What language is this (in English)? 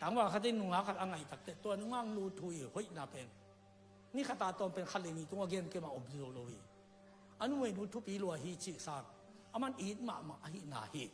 Tedim Chin